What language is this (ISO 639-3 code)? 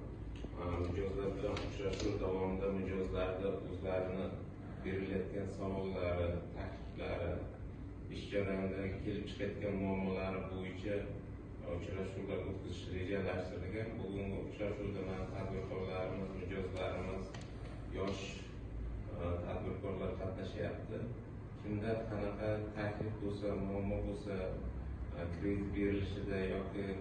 uzb